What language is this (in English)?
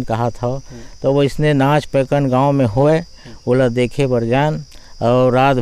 Chhattisgarhi